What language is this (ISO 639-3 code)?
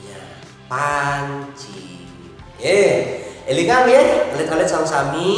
ban